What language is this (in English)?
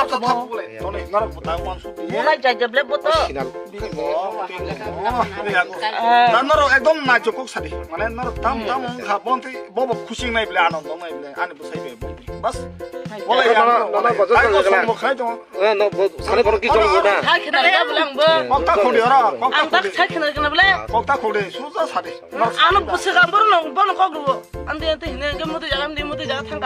Kok Borok